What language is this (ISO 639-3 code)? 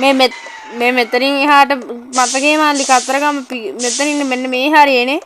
sin